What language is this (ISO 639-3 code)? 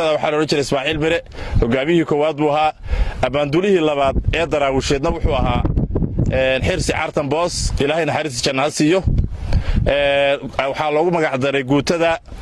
som